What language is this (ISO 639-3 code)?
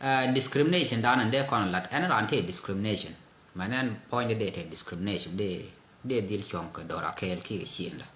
nus